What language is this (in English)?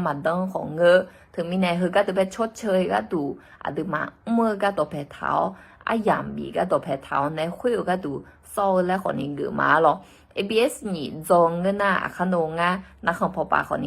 Akha